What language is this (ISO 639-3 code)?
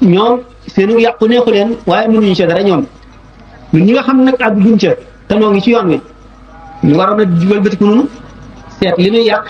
wol